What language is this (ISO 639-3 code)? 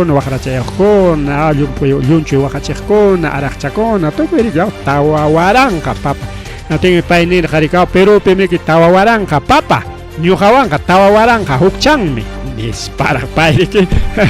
quy